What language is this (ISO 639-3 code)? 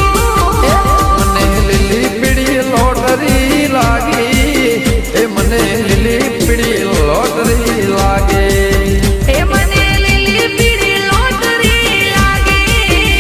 guj